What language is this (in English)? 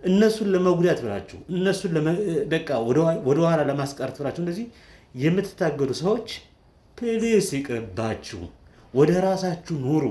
Amharic